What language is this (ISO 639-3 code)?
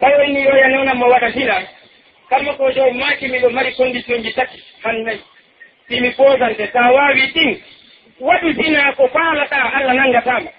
fuf